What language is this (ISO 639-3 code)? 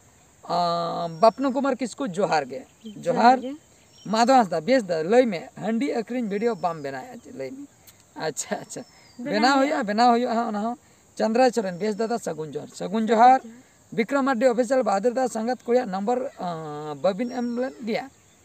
sat